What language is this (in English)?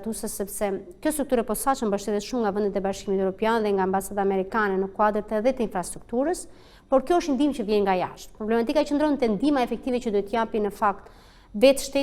Albanian